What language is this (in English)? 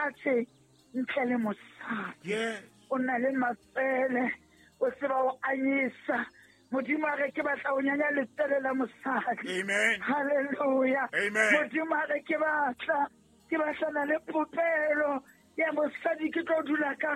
Southern Sotho